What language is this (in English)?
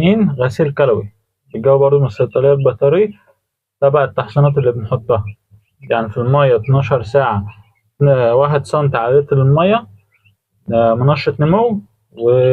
Egyptian Arabic